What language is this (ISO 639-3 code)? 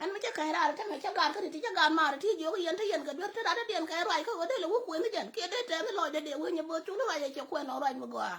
nus